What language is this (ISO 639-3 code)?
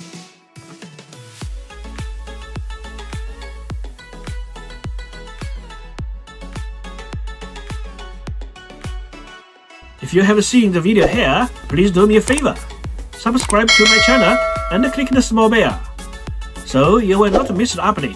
eng